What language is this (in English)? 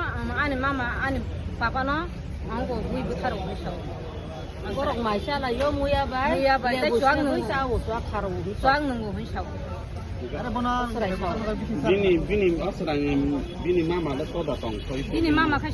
Kok Borok